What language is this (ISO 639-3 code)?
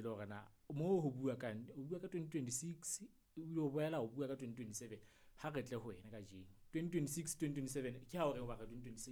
sot